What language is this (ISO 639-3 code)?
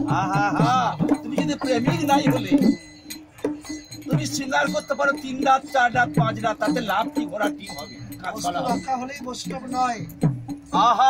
ben